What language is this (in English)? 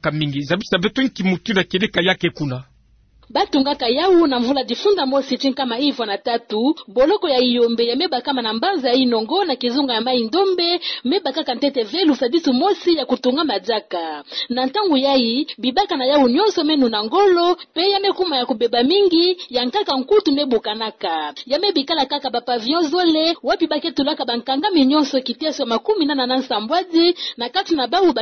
Kituba (Democratic Republic of Congo)